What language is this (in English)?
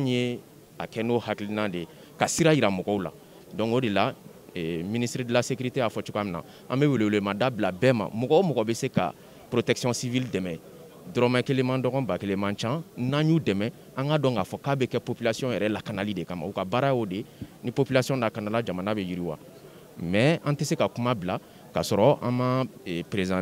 Bambara